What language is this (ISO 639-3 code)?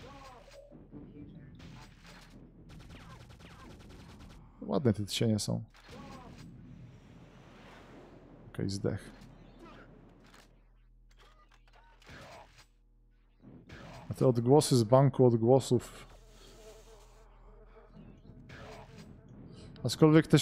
pol